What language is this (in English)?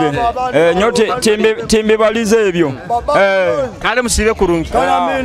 Nyoro